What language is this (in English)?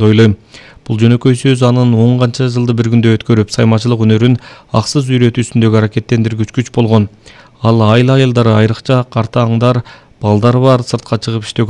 Kyrgyz